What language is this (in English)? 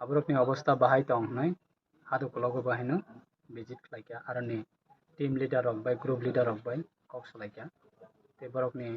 Kok Borok